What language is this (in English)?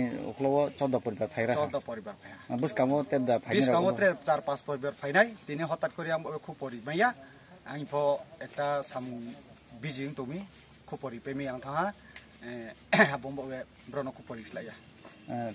Kok Borok